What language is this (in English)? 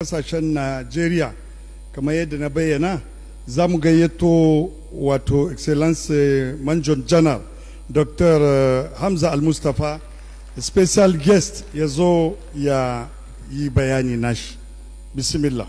Hausa